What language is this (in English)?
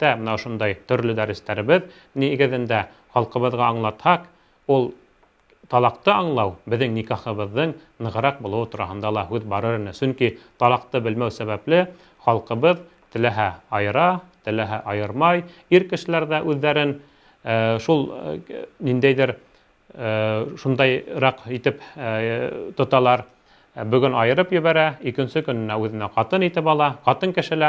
Bashkir